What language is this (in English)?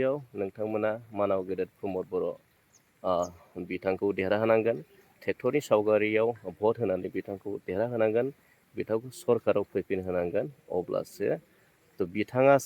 Bodo